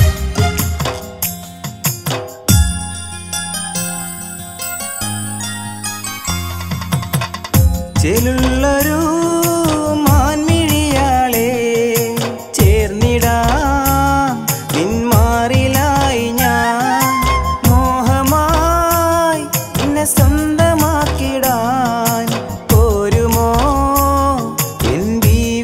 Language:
Malayalam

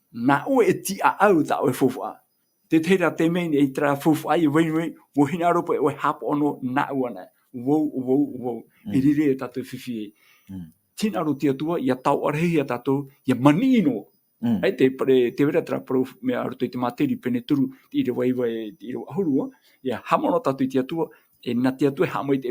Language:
Tahitian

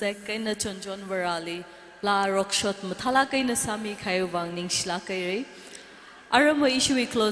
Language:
Tangkhul Naga (India)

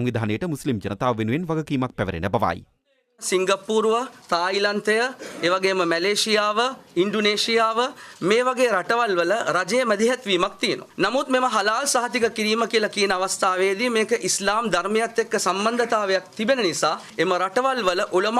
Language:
Sinhala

